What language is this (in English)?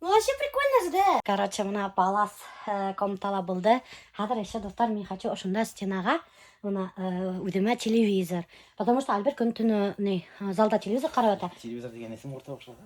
Bashkir